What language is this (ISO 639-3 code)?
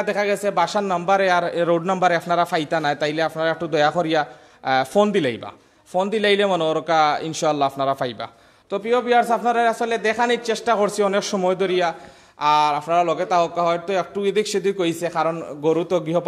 syl